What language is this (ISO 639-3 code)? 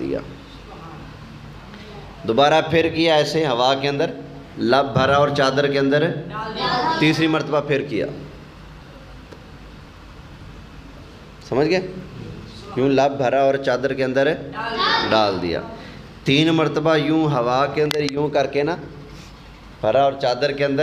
urd